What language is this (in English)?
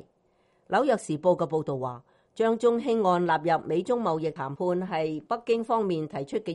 Cantonese